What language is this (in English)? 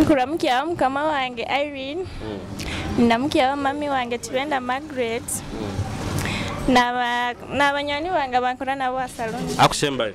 Nyoro